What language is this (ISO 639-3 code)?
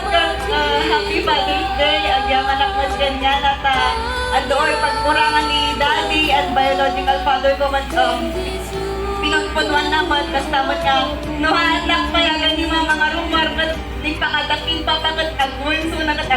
ilo